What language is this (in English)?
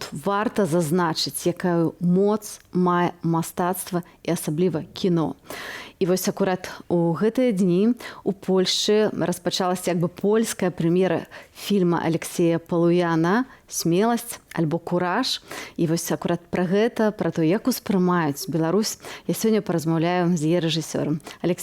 Belarusian